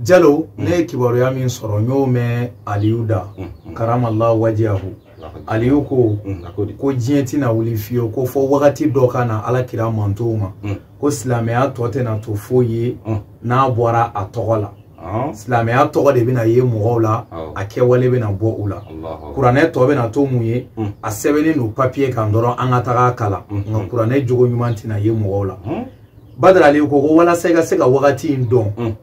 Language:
Bambara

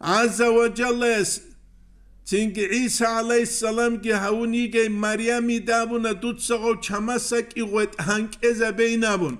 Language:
Avaric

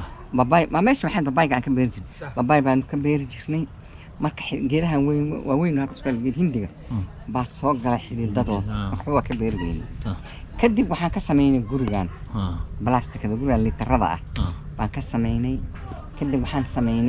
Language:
Somali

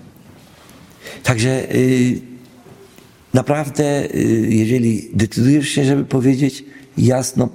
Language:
Polish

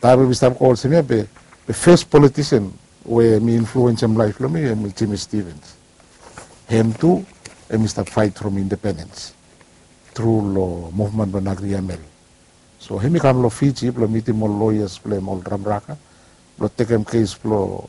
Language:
Bislama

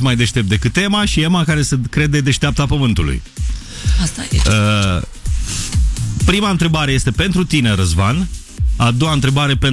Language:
Romanian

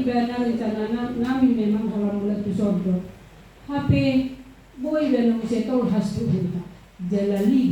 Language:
Batak Toba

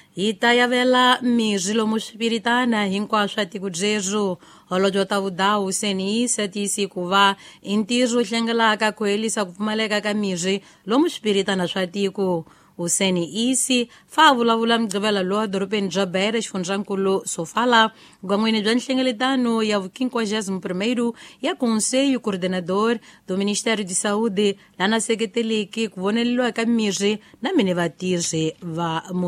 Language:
Tsonga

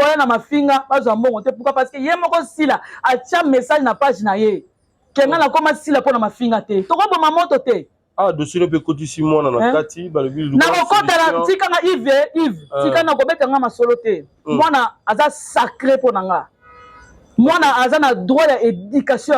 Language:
Lingala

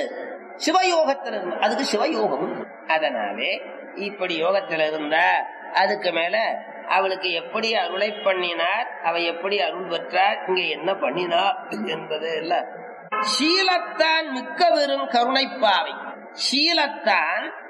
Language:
Tamil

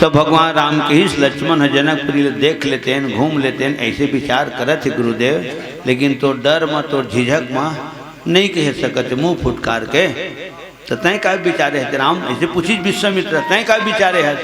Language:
Chhattisgarhi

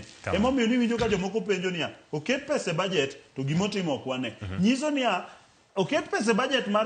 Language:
Luo (Kenya and Tanzania)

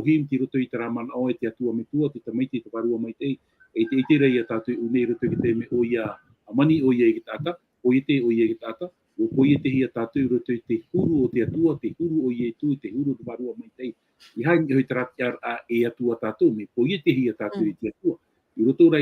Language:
Tahitian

